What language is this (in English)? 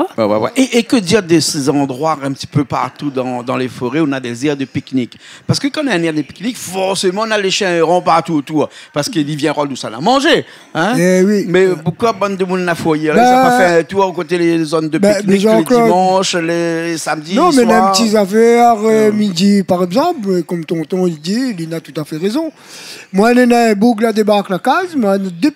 Réunion Creole French